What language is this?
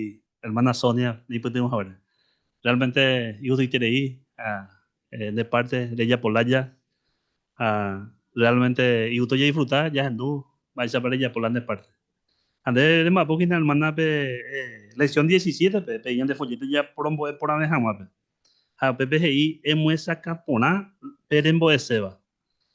Guarani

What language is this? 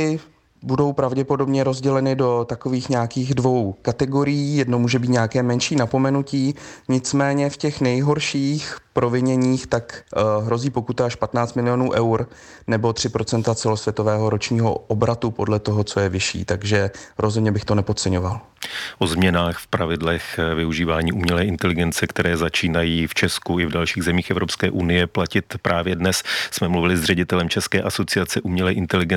Czech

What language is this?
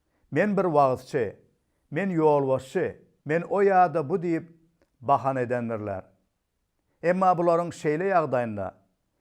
Turkmen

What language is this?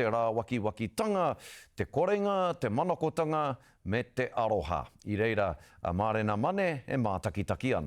Māori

